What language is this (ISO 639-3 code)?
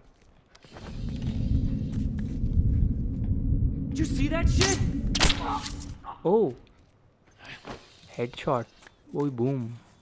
hin